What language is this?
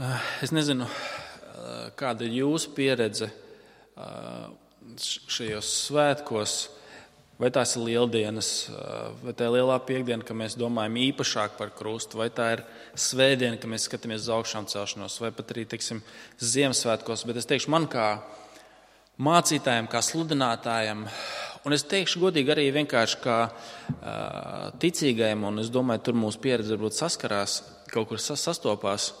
Latvian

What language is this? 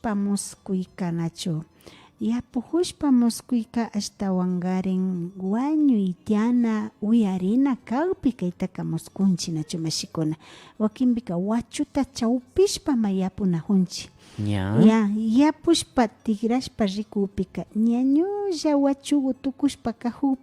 Imbabura Highland Quichua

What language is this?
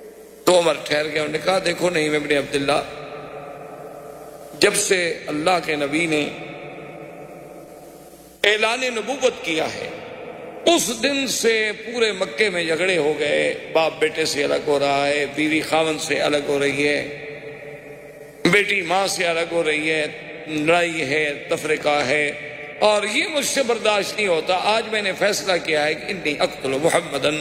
Urdu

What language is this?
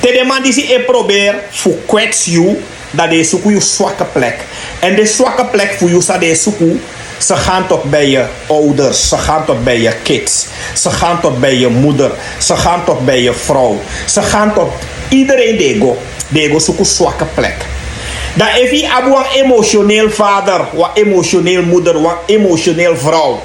Sranan Tongo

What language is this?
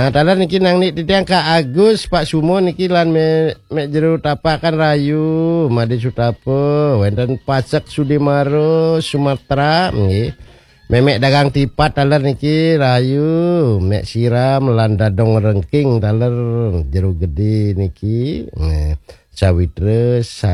Balinese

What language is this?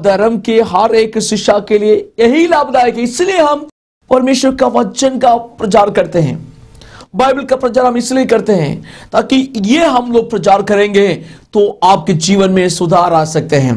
Hindi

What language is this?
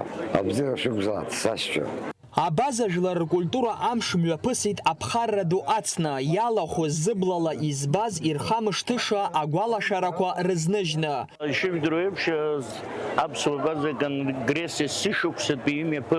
Abkhazian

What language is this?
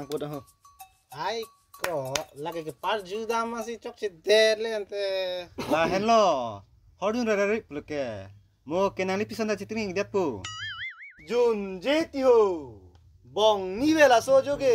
Karbi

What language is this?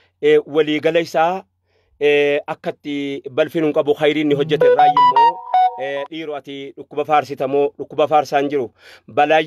Oromo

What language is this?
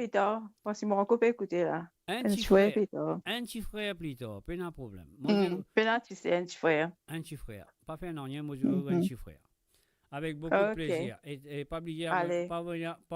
Morisyen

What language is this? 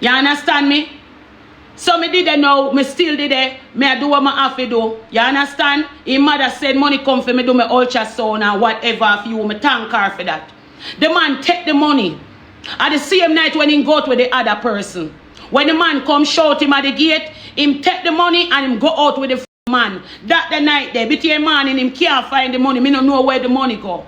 Jamaican Creole English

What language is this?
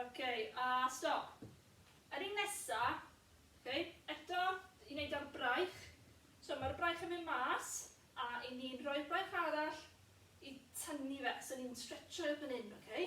Welsh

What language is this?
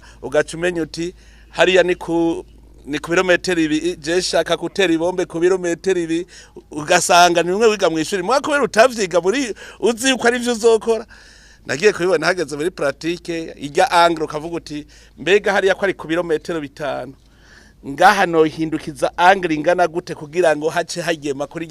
Rundi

